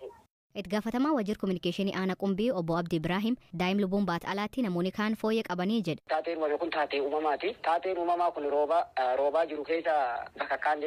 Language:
Oromo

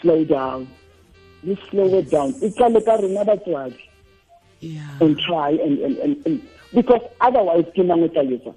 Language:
Tswana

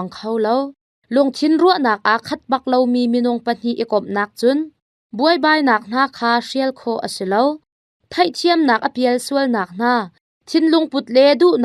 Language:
Hakha Chin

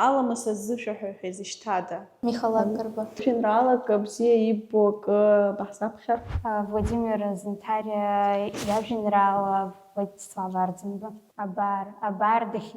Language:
Abkhazian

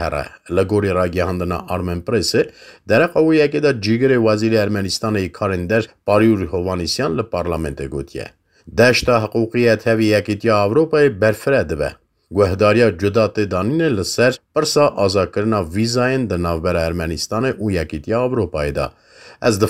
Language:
Kurdish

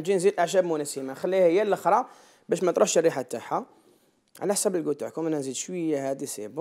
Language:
Algerian Arabic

